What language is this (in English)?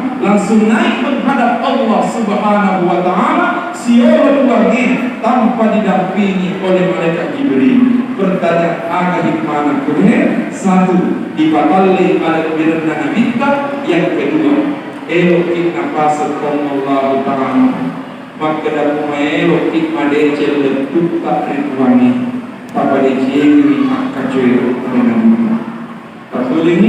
Buginese